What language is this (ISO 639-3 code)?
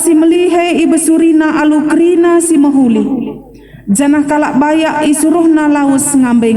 btx